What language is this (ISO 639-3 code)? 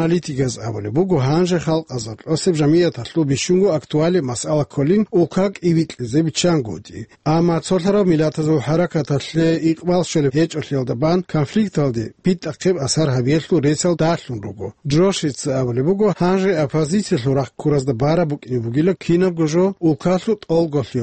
ava